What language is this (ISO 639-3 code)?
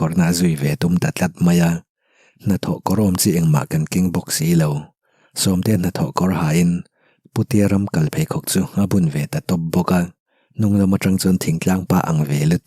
lus